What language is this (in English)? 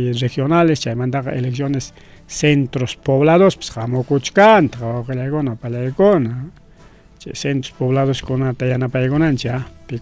Ayacucho Quechua